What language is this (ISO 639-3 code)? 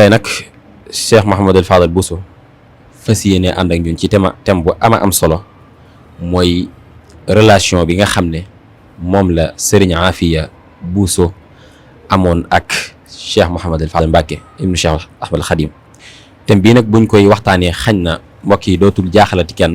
wol